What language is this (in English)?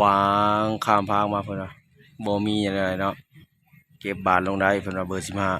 Lao